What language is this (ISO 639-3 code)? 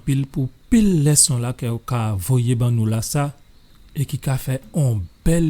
gcf